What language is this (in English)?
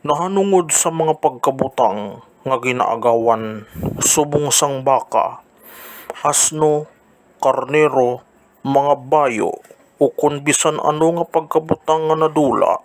Hiligaynon